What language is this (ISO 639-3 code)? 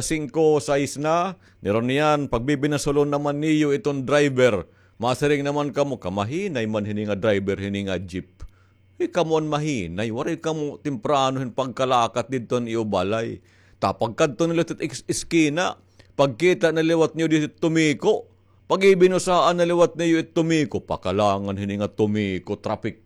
war